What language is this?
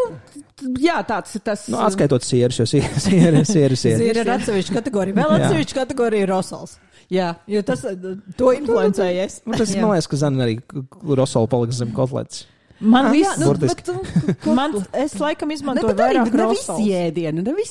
Latvian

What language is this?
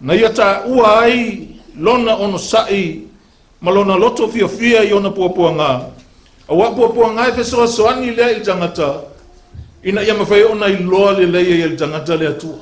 Samoan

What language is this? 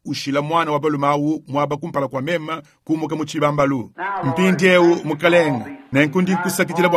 Luba-Lulua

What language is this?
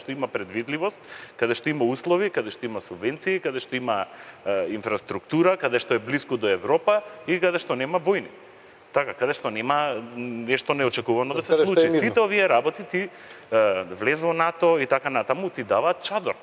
Macedonian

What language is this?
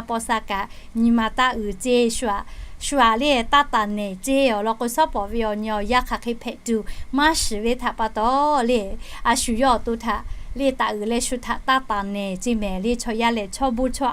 Lahu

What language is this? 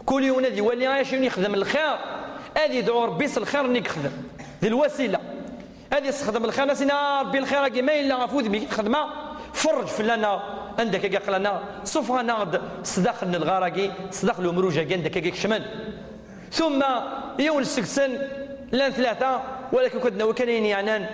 Kabyle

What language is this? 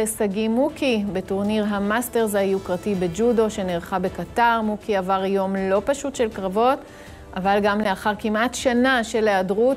Hebrew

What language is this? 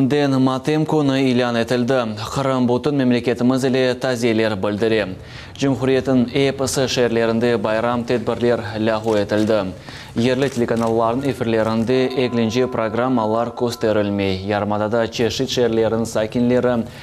Crimean Tatar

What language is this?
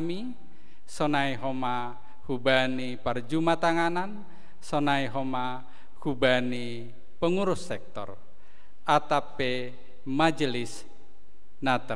Batak Simalungun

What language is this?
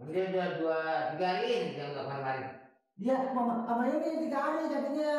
Betawi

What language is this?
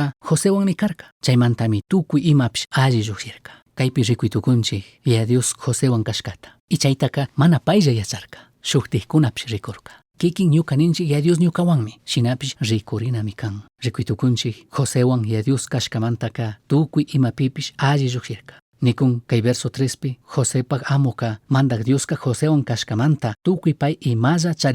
Chimborazo Highland Quichua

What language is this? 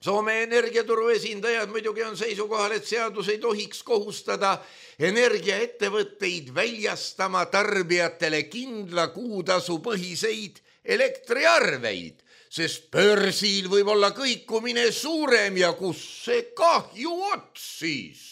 Estonian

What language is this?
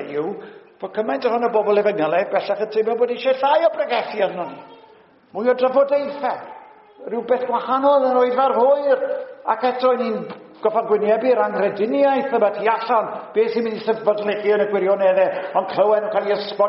Welsh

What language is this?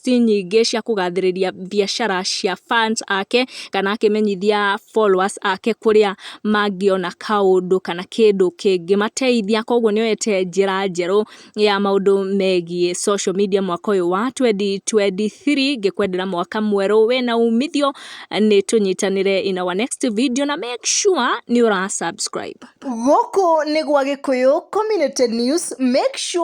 Kikuyu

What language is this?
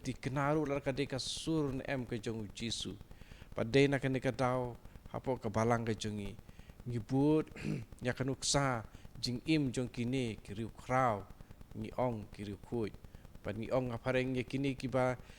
Khasi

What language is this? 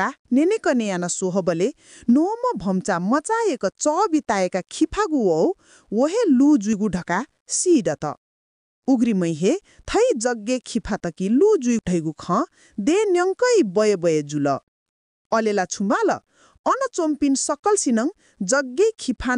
Newari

